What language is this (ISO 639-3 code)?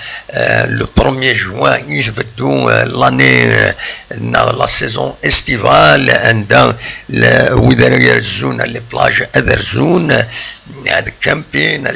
kab